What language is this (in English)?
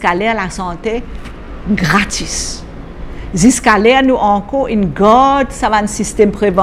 Morisyen